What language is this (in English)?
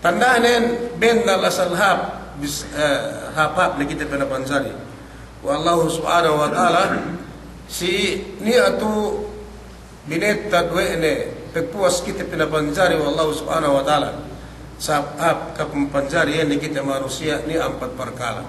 Yakan